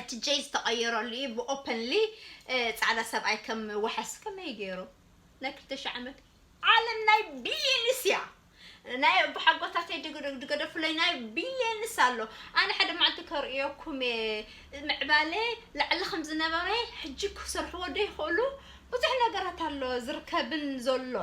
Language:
Tigrinya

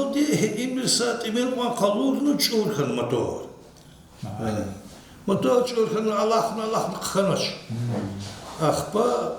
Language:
Lezghian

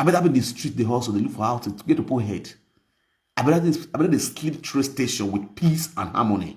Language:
Nigerian Pidgin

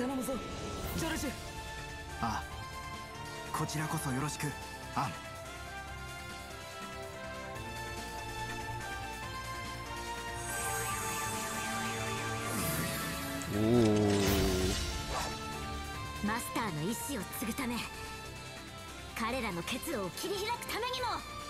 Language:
Japanese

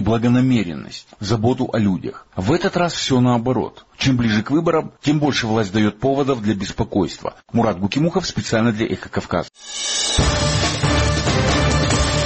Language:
Russian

